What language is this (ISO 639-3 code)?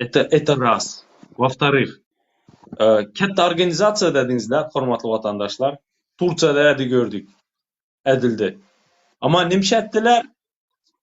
tuk